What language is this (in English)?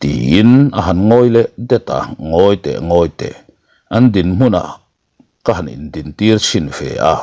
Mizo